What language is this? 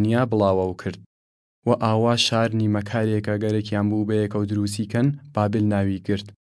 Southern Kurdish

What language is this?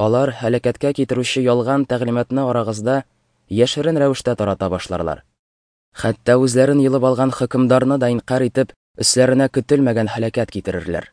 Tatar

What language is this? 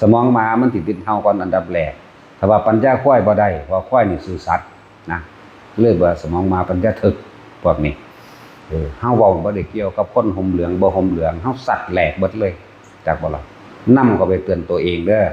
Northeastern Thai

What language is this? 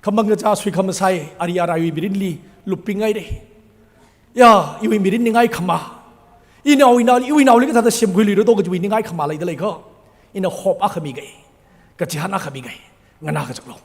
Tangkhul Naga (India)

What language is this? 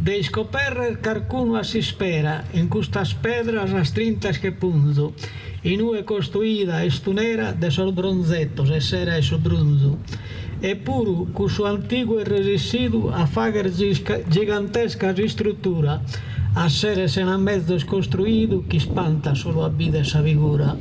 Sardinian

